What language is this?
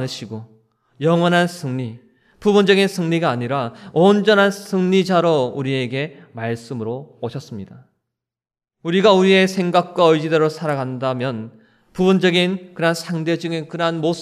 Korean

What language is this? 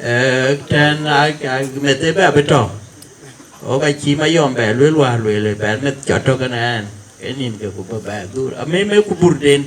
Dinka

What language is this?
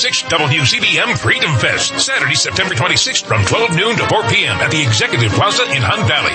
English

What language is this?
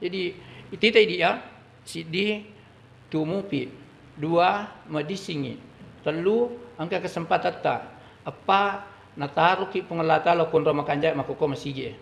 Buginese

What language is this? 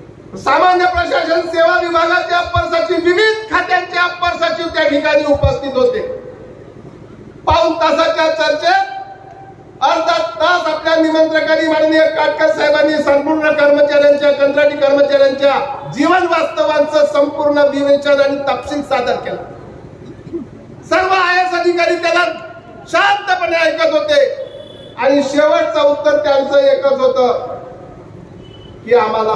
Marathi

